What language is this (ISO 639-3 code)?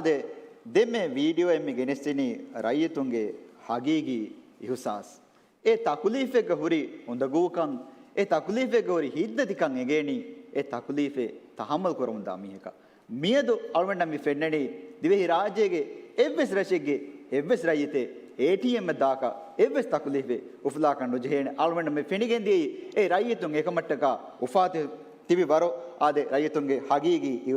div